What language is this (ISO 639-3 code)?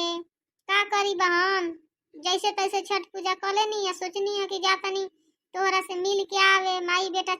bho